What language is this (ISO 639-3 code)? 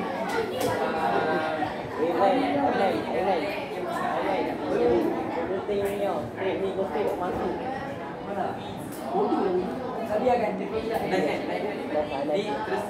msa